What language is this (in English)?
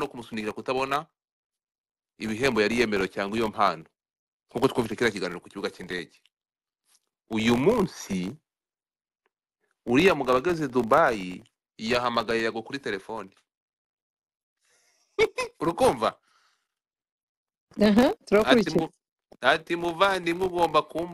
Kinyarwanda